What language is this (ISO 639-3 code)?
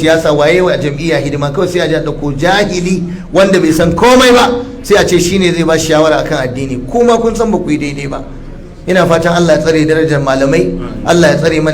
hau